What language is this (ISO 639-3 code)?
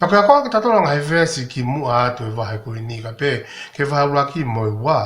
ton